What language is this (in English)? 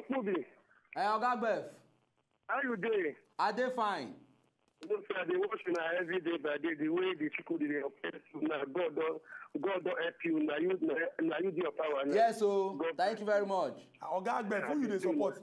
Nigerian Pidgin